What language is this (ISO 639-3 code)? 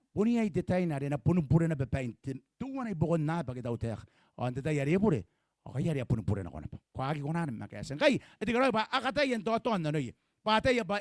gil